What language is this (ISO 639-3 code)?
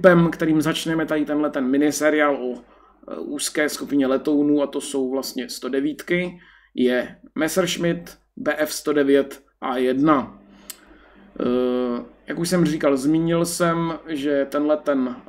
ces